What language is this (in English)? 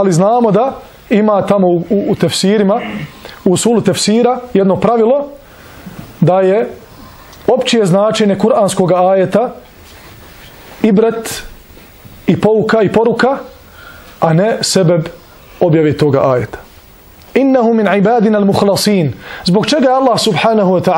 Bosnian